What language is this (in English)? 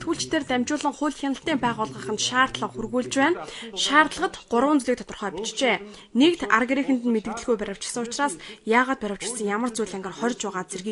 Mongolian